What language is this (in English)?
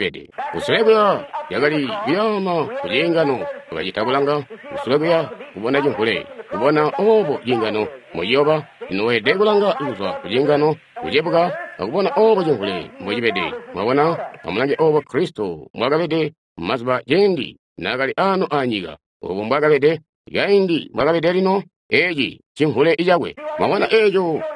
Tonga (Zambia)